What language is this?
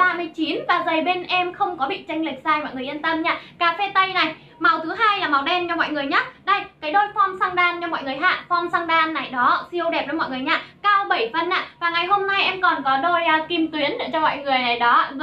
Vietnamese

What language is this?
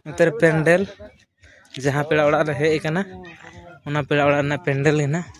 Santali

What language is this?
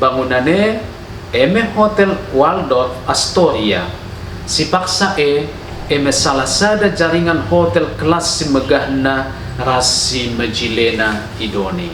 Batak Karo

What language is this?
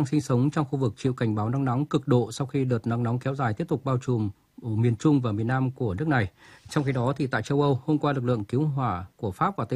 Vietnamese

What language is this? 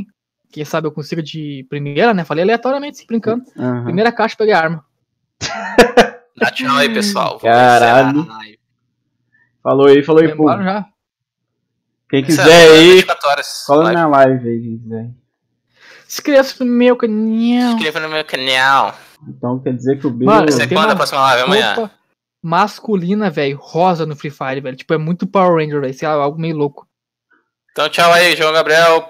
Portuguese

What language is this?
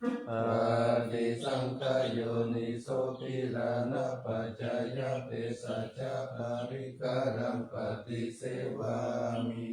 Pali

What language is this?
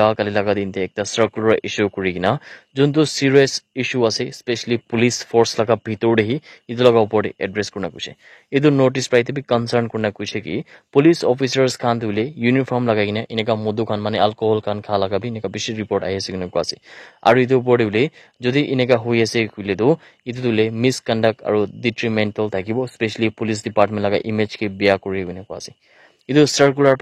Naga Pidgin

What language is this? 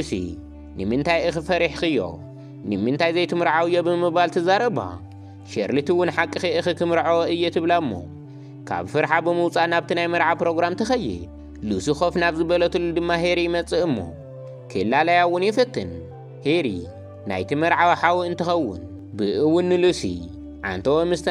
Tigrinya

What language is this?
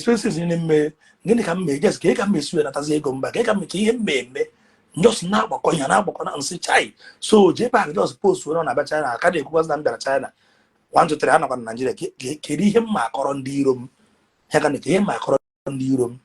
Igbo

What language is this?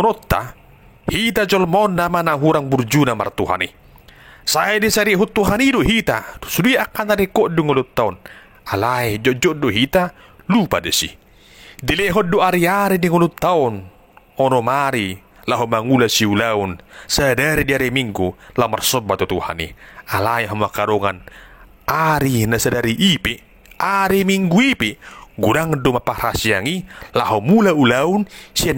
Batak Toba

